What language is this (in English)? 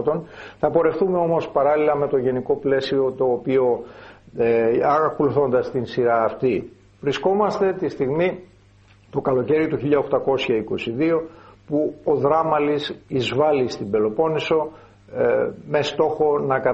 Greek